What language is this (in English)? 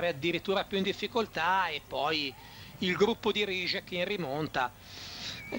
Italian